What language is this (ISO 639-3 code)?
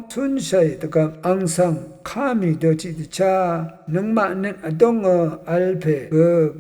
raw